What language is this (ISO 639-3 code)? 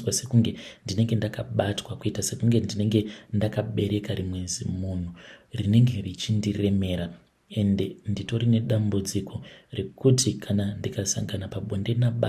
sna